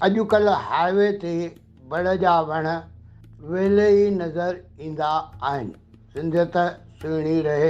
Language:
Sindhi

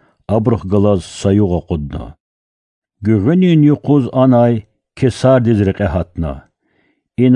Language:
Lezghian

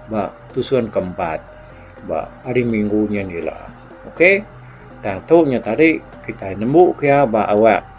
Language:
Iban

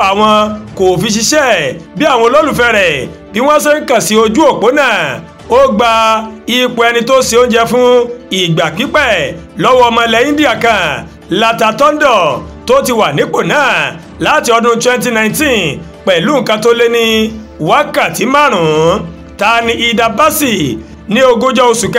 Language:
Yoruba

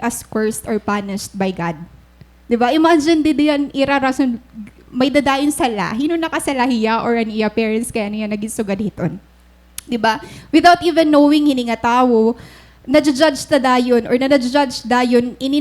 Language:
Waray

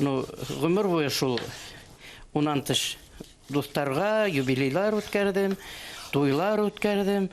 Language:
Bashkir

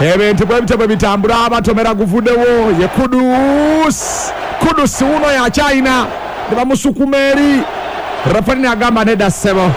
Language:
Ganda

